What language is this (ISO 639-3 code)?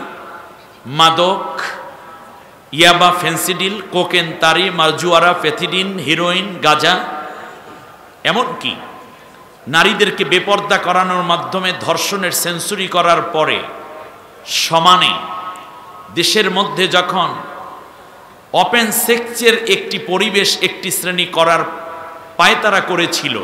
ben